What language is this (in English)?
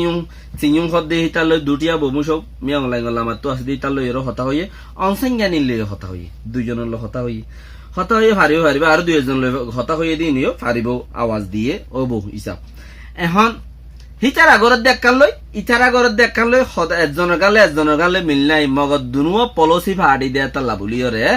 Rohingya